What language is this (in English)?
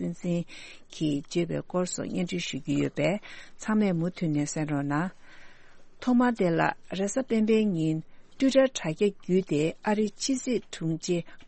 Tibetan